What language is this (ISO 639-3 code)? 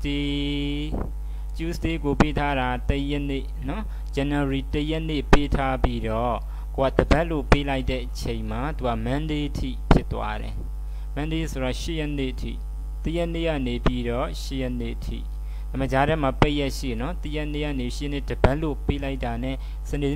mya